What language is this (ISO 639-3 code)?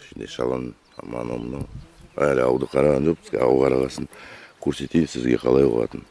kaz